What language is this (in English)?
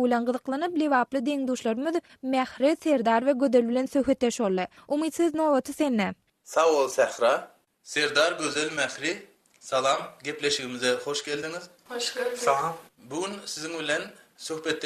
Turkmen